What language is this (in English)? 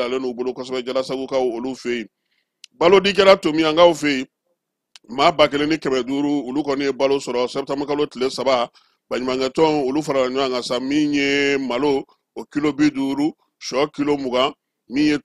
Bambara